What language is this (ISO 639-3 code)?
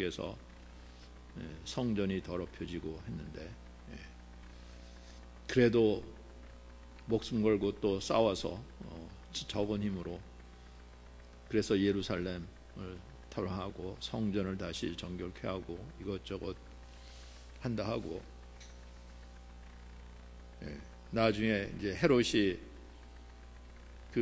kor